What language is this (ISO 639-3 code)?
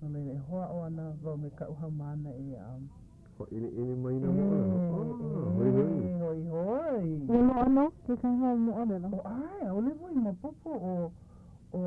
haw